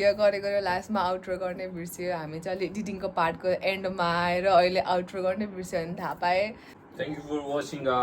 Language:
Nepali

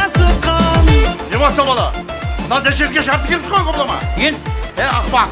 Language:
Kara-Kalpak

